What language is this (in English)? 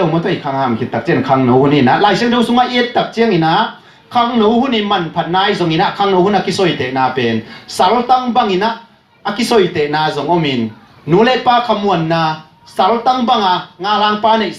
Tedim Chin